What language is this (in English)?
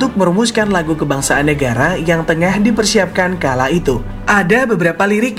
Indonesian